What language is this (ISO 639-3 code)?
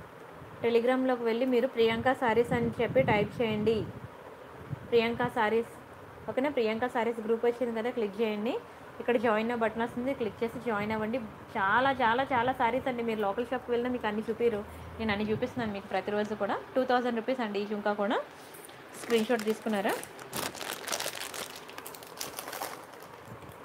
tel